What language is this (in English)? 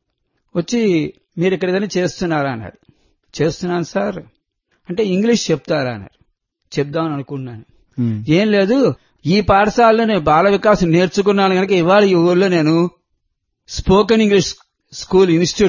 Telugu